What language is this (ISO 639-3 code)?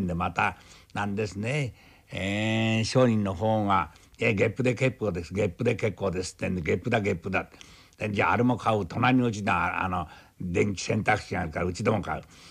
jpn